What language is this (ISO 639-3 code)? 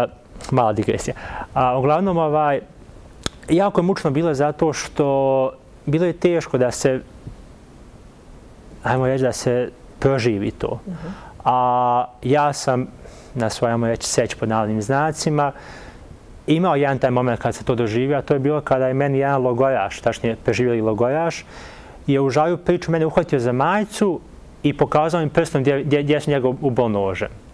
bos